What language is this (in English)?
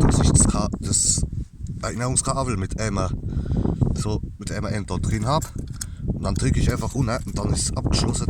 Palatine German